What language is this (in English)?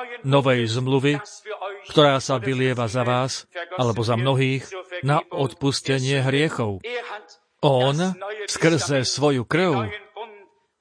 Slovak